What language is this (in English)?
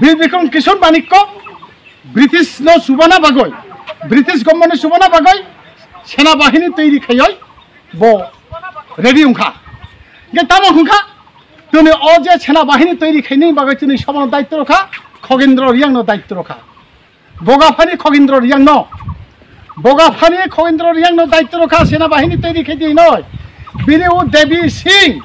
Riang (India)